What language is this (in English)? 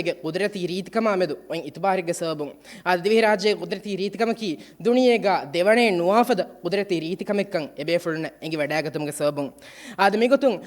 Divehi